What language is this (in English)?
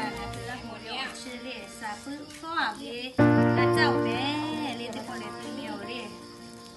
Lahu